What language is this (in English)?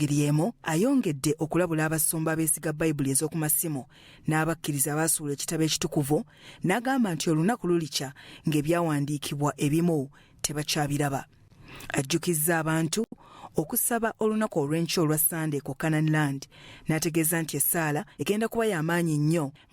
Ganda